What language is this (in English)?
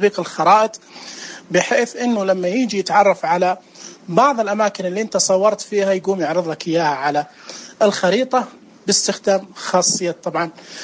Najdi Arabic